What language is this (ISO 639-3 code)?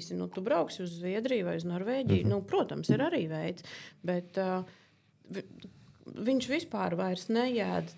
lav